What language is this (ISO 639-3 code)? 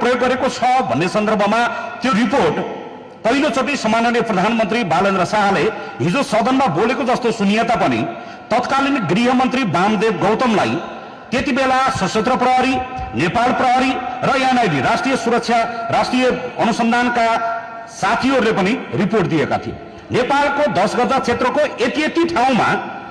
nep